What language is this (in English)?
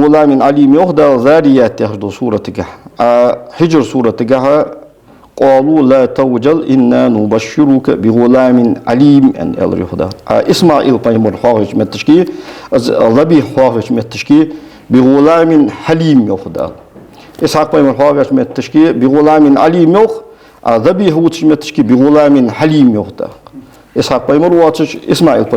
Ingush